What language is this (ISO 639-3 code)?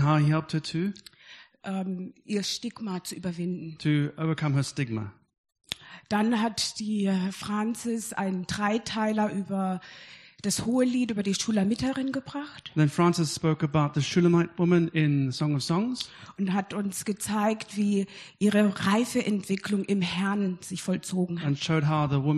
deu